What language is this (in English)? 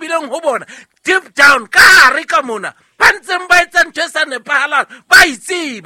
Southern Sotho